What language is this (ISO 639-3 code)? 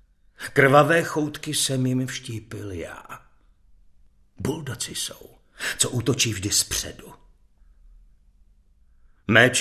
ces